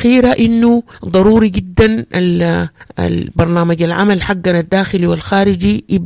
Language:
Sudanese Arabic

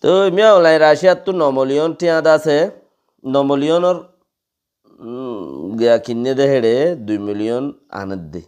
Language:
Rohingya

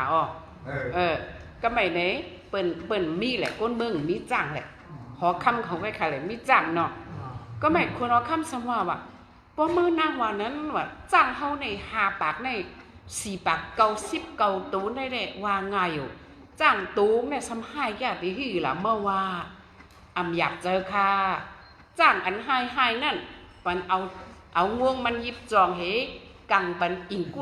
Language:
Shan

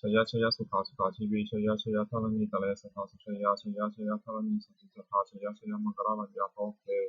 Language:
Pali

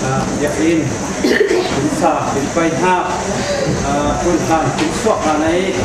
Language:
Falam Chin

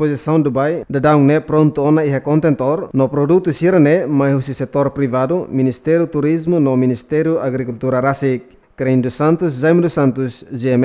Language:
Tetum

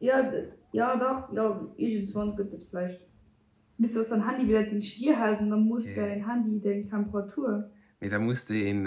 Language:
Luxembourgish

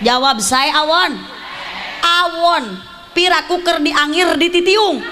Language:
Sundanese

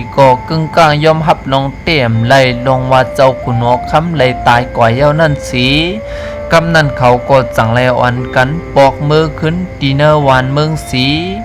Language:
Shan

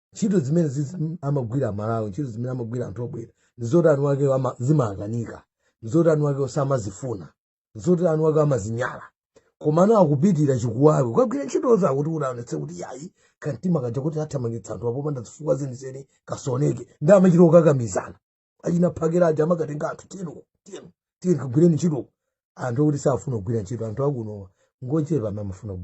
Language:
Nyanja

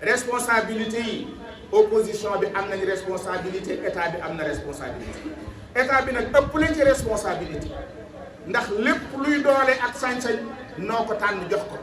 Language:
Wolof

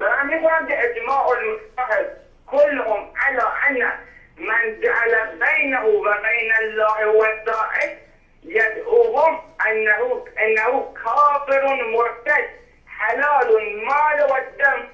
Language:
Persian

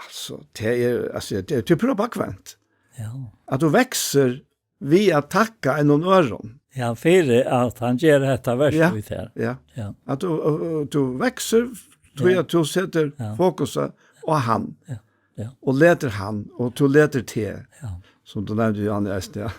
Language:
Faroese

